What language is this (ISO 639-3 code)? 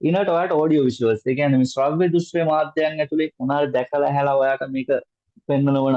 sin